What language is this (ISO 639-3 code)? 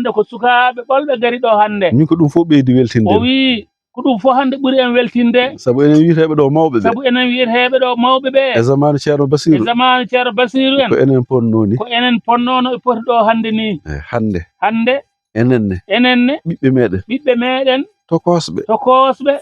ful